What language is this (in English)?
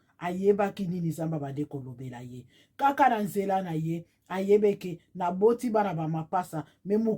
Lingala